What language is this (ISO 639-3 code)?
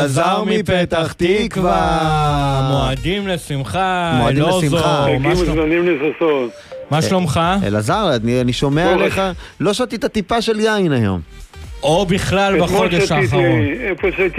heb